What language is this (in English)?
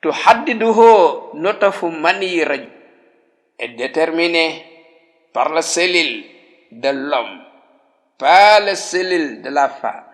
Wolof